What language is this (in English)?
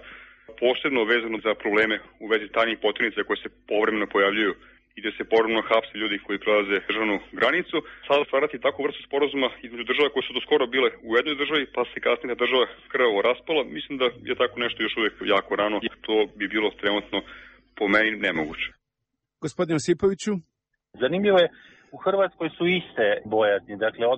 Serbian